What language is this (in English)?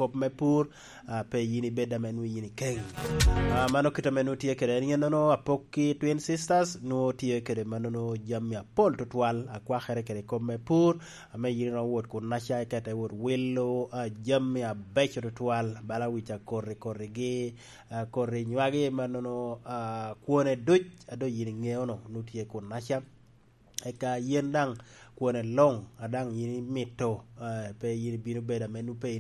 Lango (Uganda)